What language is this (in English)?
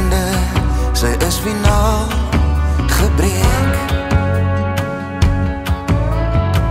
Afrikaans